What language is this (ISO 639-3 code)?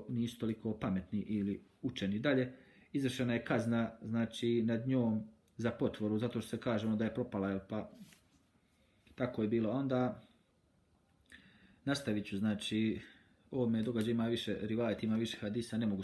bos